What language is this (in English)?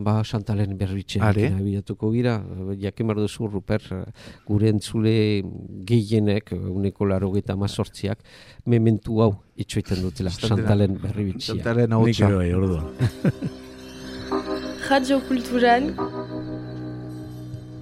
Basque